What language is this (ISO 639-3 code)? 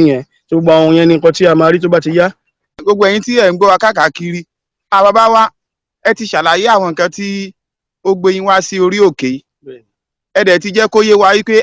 yor